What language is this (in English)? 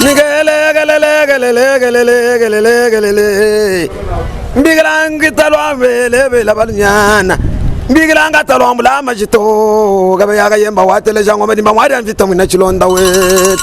Luba-Lulua